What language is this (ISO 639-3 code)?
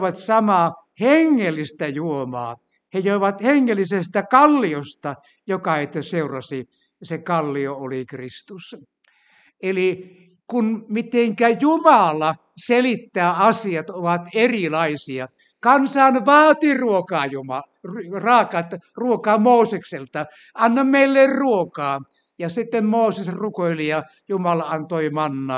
fin